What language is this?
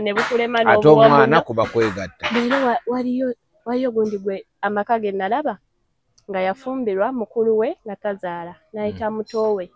Ganda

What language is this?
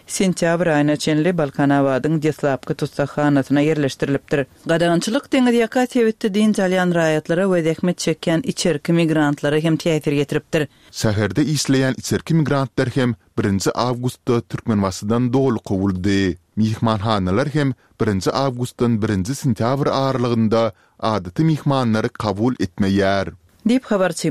Turkmen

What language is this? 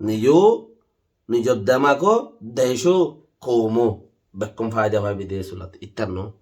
Rohingya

